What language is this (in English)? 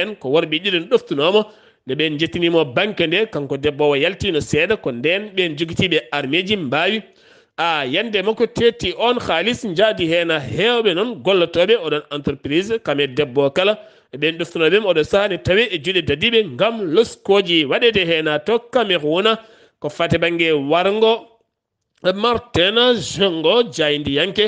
Fula